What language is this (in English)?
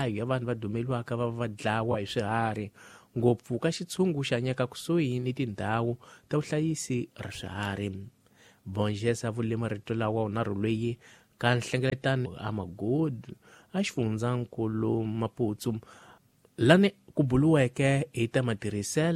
Tsonga